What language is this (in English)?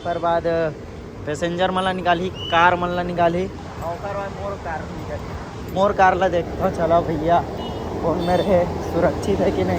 Chhattisgarhi